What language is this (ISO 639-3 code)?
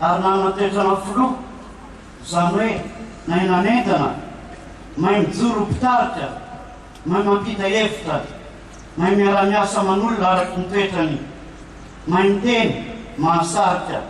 mlg